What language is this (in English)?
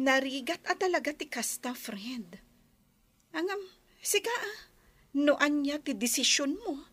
Iloko